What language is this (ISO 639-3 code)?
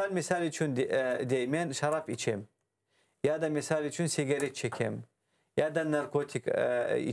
crh